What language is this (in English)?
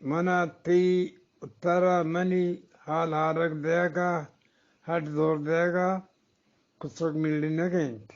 Eastern Balochi